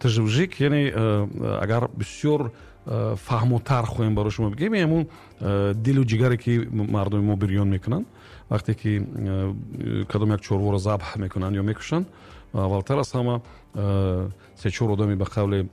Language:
Tajik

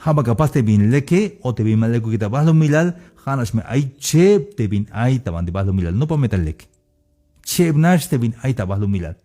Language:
Tzeltal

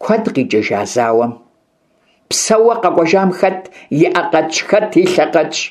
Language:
Kabardian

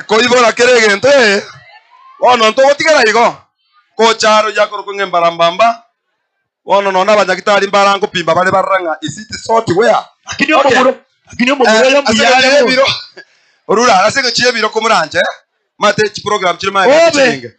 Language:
Gusii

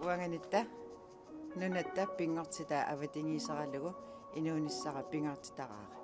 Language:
Kalaallisut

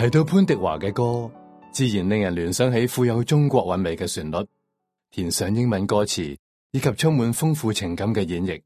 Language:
Cantonese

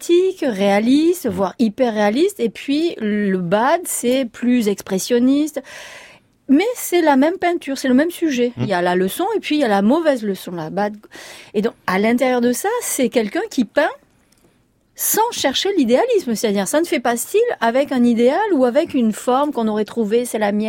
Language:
French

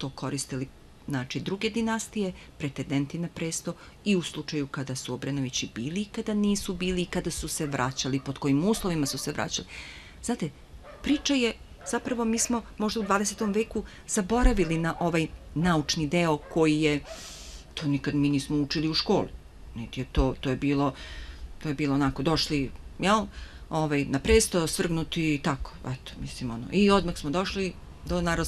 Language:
Serbian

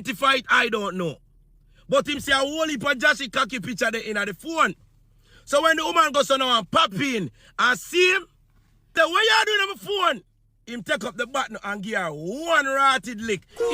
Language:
Jamaican Creole English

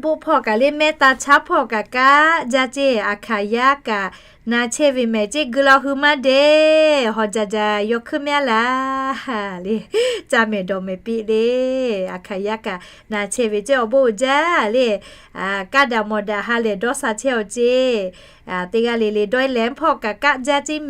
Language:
Lahu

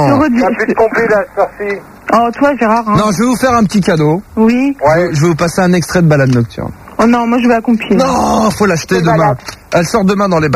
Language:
French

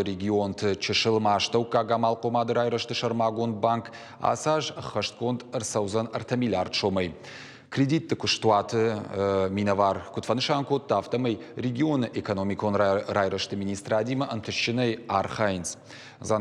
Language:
Ossetic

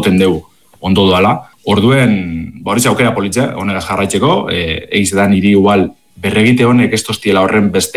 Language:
Basque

